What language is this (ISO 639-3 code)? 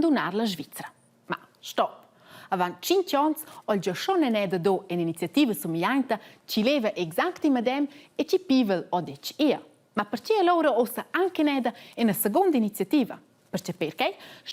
roh